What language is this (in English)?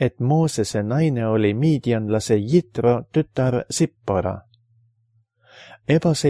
Estonian